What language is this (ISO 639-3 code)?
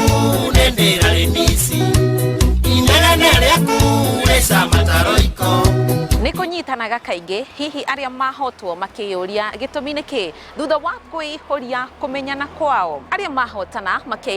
kik